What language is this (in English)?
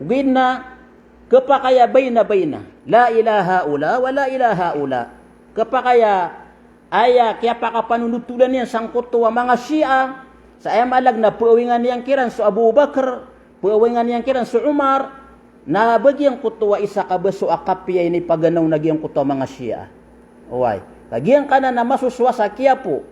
Maranao